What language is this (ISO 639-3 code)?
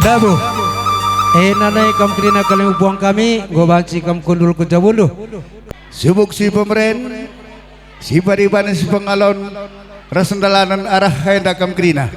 btx